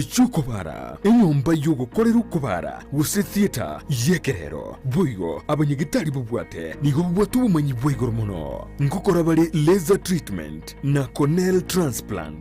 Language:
Gusii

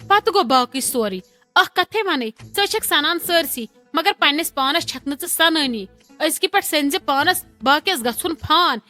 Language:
Kashmiri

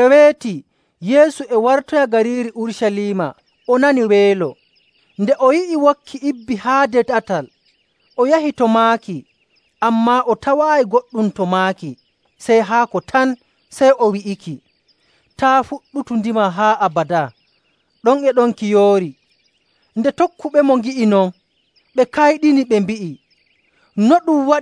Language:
Nigerian Fulfulde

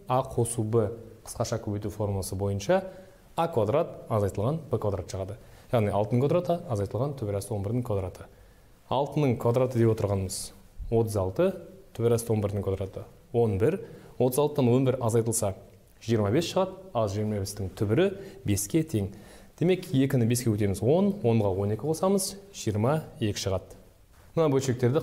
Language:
Kazakh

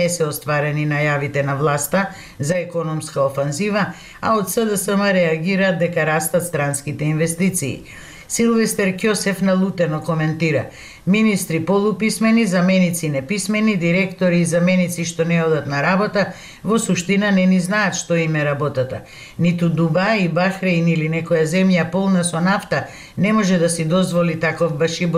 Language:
Macedonian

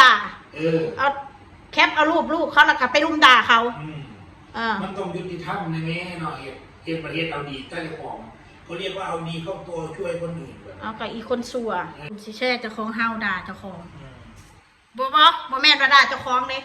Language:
Northeastern Thai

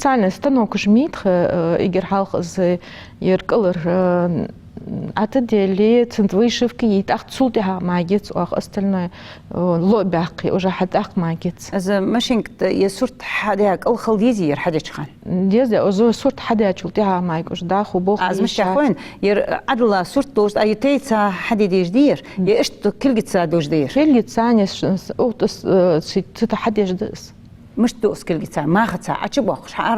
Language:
Ingush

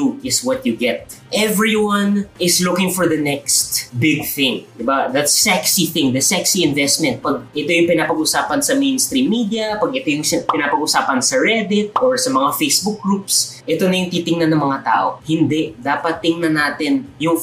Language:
Filipino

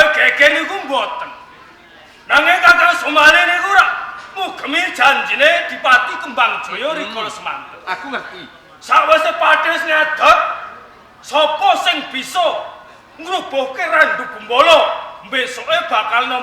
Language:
Javanese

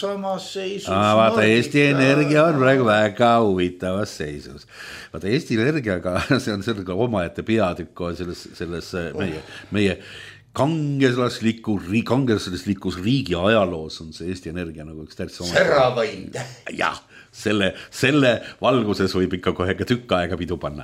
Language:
Estonian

